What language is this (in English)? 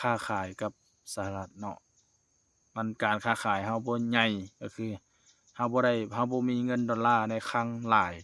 Lao